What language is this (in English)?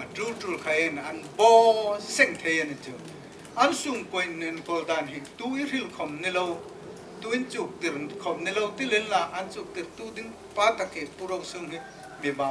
Hmar